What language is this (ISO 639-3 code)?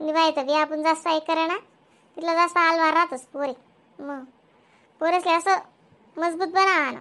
khn